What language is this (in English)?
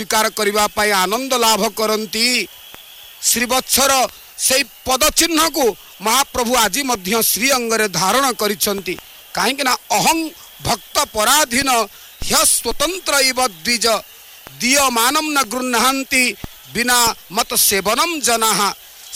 Odia